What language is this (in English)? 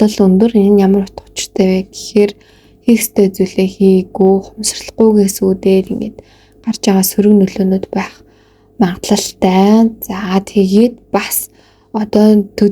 Mongolian